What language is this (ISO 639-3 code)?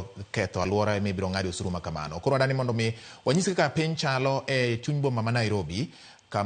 luo